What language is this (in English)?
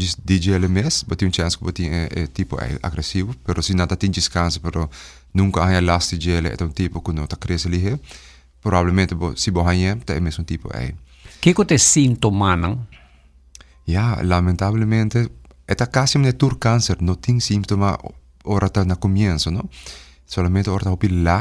Papiamento